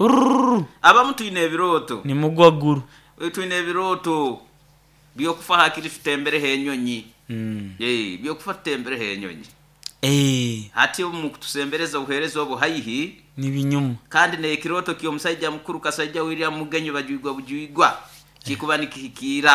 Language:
Nyoro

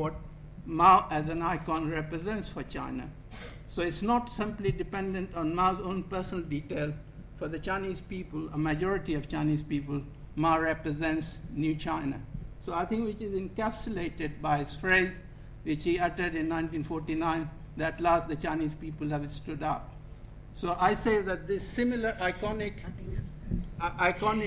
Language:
English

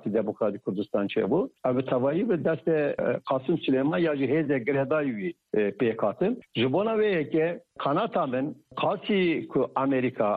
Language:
Kurdish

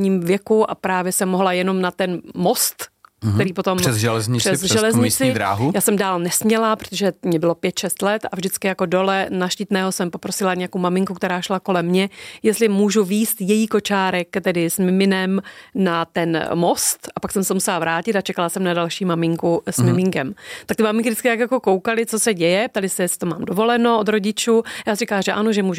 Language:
Czech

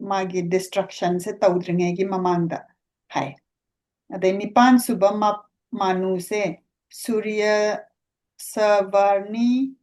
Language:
Manipuri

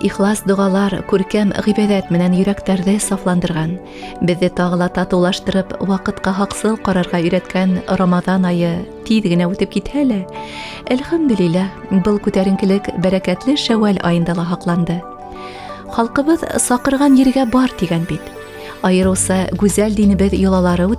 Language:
Bashkir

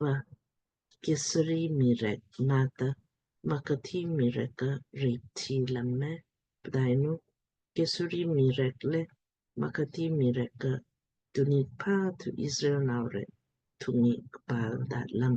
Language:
Lamkang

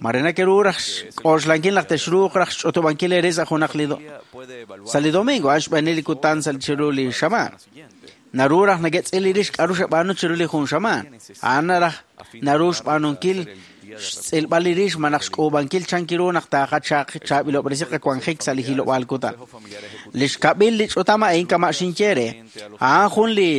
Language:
Kekchí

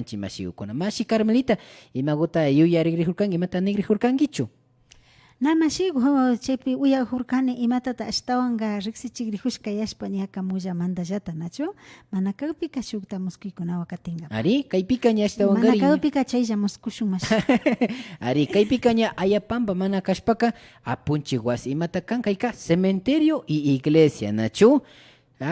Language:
Imbabura Highland Quichua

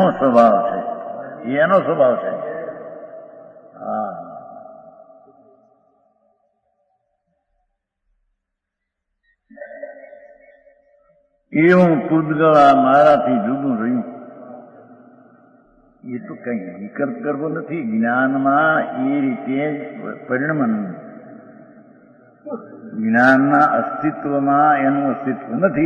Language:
Gujarati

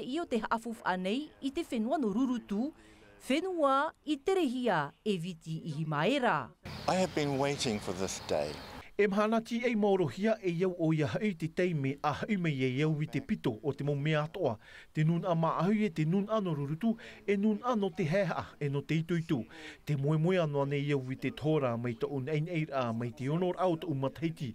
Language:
Tahitian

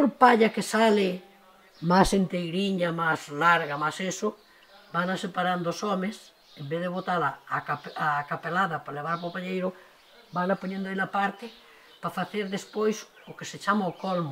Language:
Galician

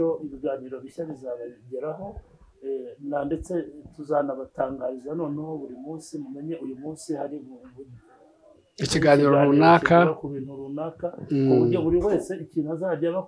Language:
Kinyarwanda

